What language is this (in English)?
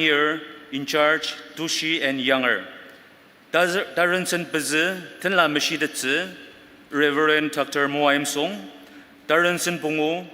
Ao Naga